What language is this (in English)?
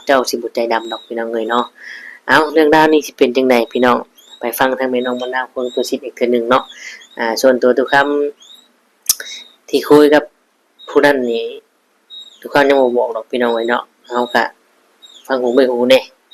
Northeastern Thai